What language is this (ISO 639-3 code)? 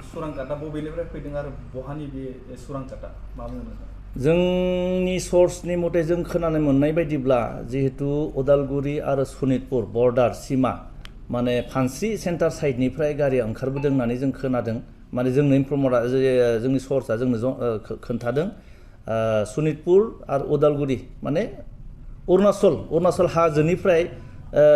brx